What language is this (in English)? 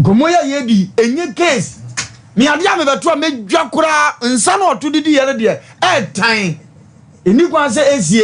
Akan